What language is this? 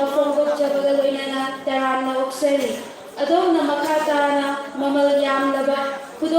Manipuri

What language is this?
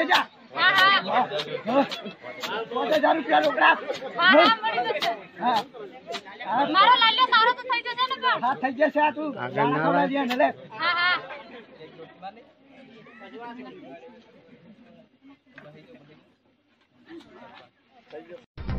Gujarati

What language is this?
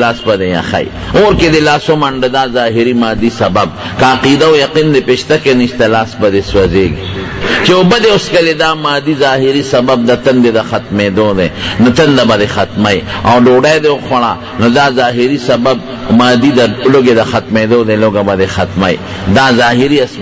Pashto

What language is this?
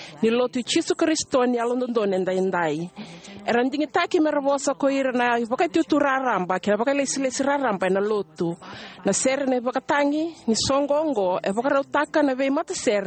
Fijian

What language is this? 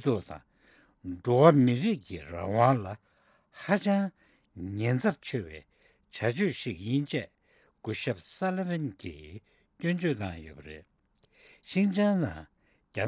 Tibetan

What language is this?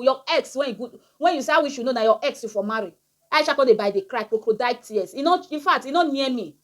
Nigerian Pidgin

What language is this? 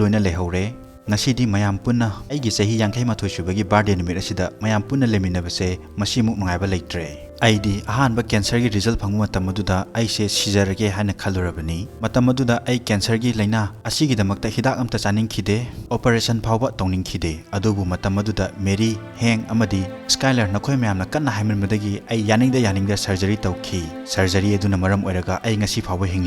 Manipuri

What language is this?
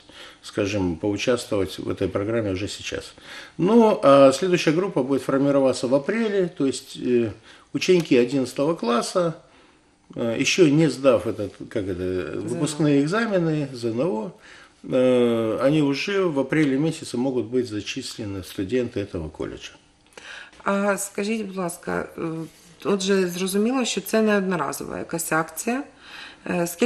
Russian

